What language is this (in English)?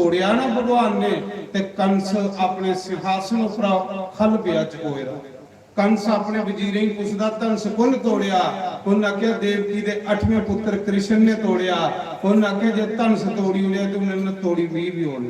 Dogri